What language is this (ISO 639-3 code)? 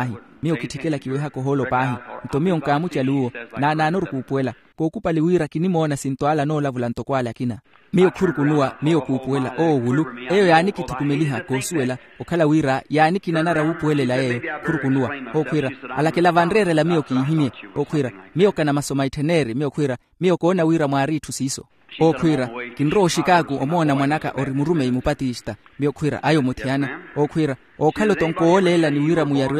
vmw